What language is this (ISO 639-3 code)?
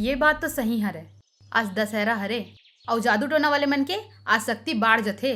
hne